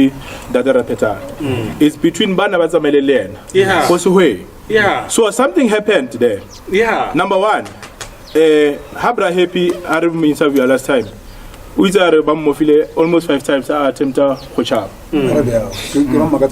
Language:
Northern Sotho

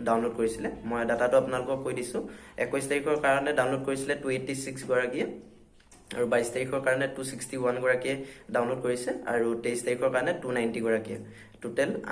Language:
Assamese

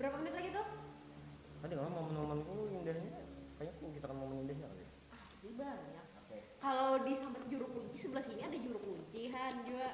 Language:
Banjar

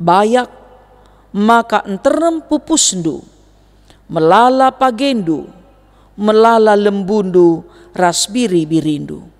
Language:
Batak Karo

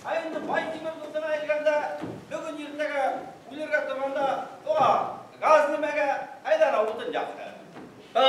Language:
Bashkir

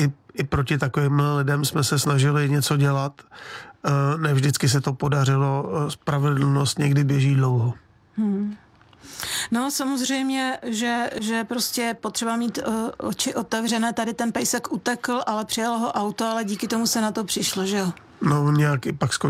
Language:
Czech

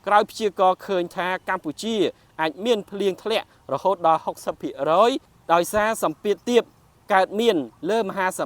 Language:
Khmer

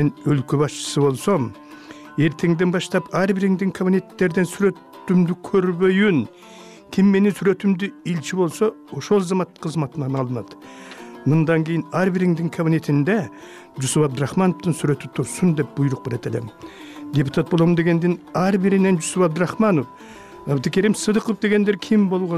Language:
Kyrgyz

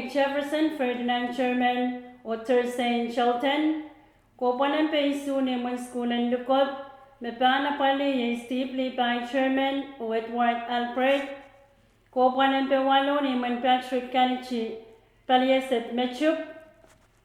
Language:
Pohnpeian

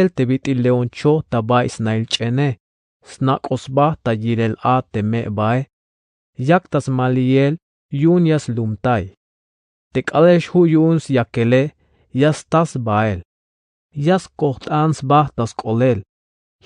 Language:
Tzeltal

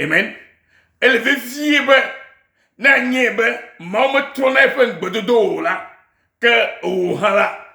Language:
Ewe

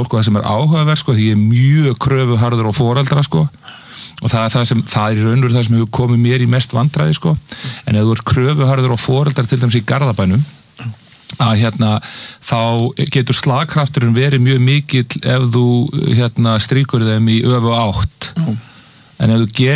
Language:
Icelandic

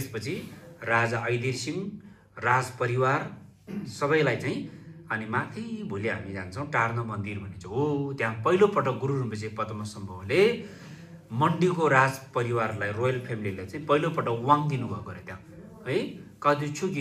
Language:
Nepali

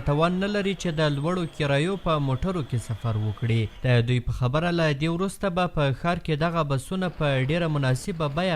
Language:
Pashto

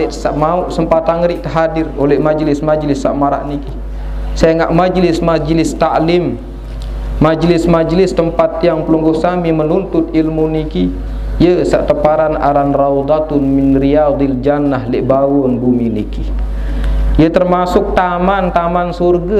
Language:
Sasak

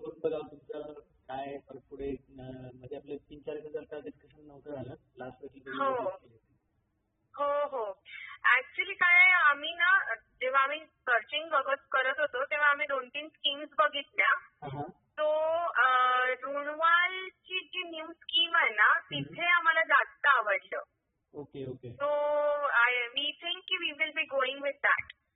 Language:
Marathi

